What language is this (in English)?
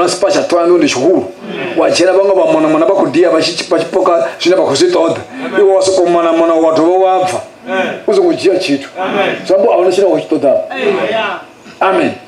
Venda